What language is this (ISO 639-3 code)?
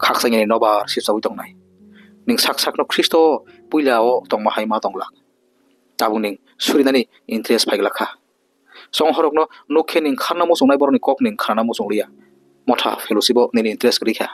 trp